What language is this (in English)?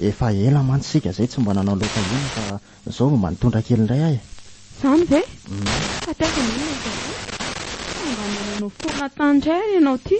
Malagasy